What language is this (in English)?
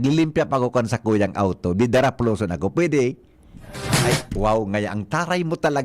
Bikol